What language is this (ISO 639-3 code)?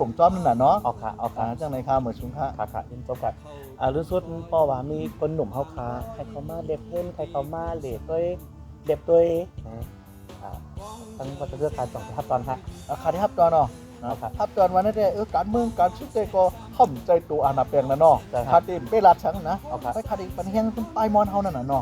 shn